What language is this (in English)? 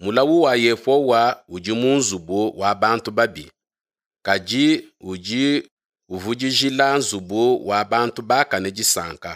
Luba-Lulua